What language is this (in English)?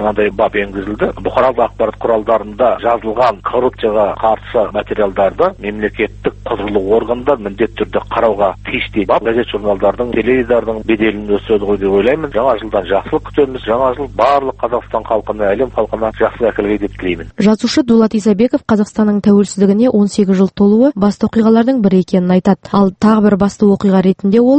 Kazakh